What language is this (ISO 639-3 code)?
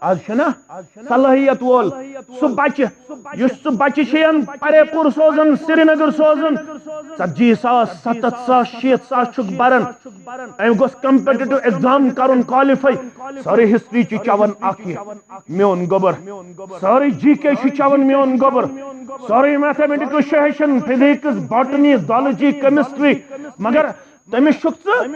kas